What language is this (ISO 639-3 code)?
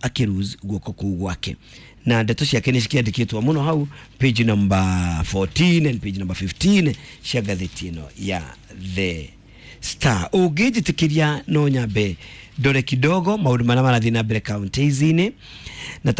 kik